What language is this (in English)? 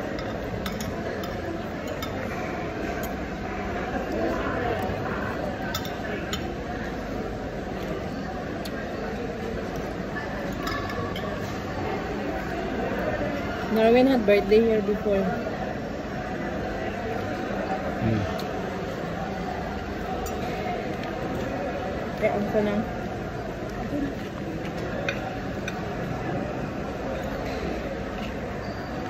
Filipino